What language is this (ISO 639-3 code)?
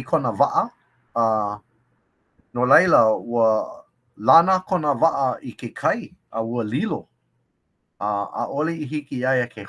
haw